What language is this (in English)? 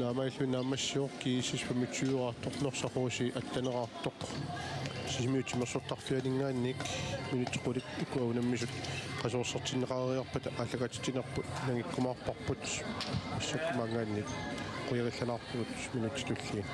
Kalaallisut